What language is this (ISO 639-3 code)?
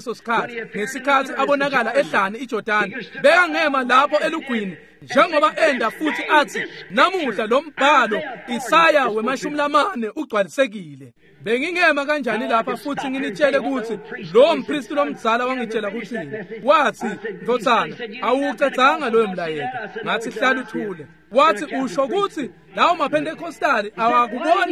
ssw